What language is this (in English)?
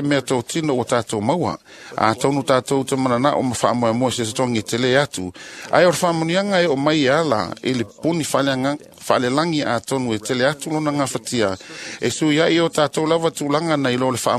Samoan